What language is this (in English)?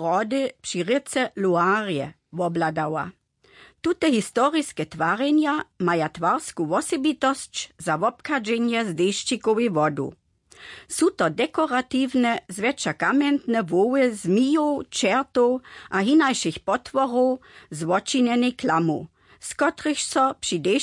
Upper Sorbian